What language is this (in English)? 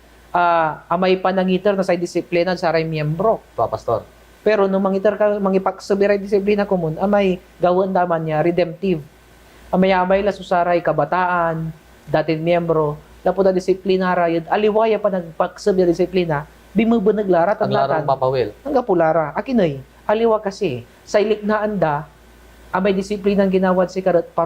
Pangasinan